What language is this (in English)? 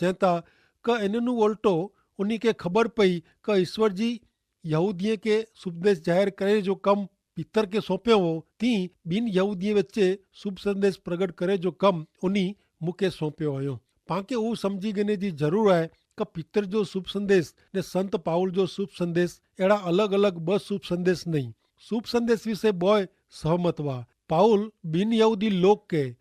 Kachhi